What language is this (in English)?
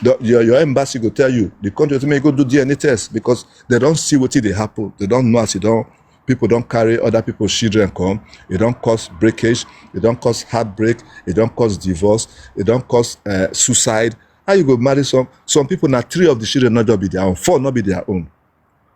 Nigerian Pidgin